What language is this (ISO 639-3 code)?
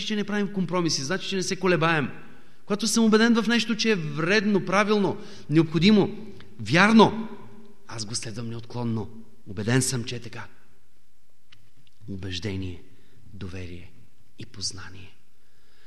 bul